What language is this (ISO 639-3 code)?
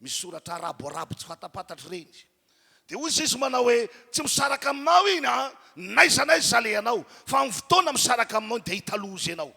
mlg